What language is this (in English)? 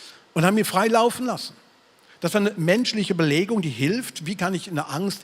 Swiss German